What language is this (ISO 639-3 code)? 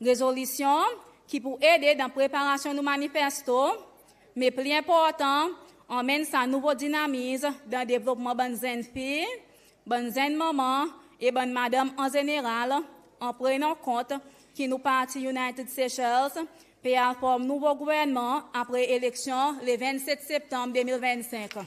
crs